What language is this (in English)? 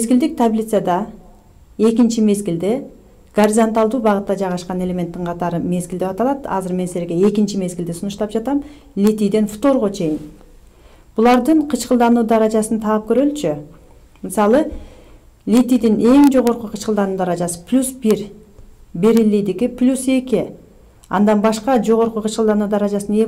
Kyrgyz